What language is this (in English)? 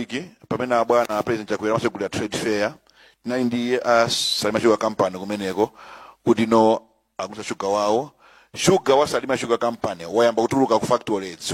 Nyanja